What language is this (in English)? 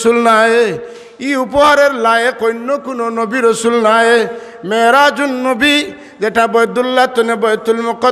Sylheti